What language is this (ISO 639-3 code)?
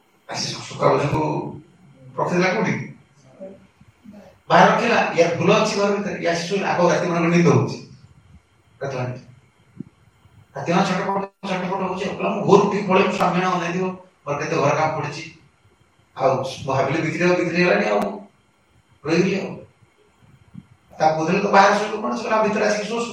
ori